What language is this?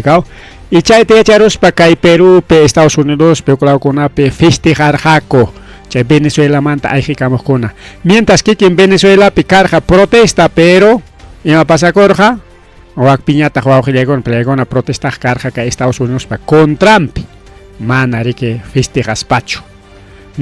Ayacucho Quechua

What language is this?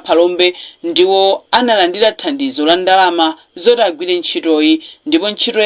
Nyanja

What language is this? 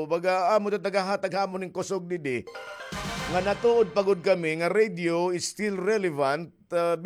Waray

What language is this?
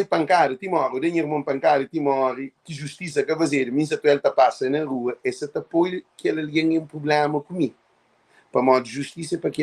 Kabuverdianu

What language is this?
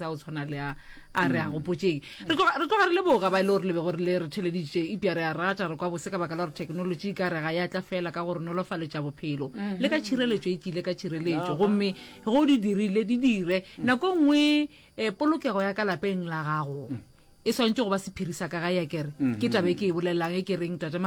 Northern Sotho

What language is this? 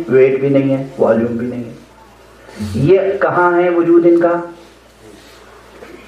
Urdu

